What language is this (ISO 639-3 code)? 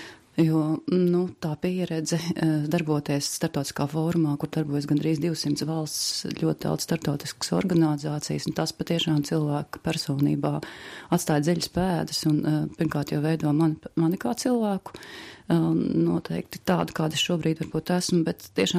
lav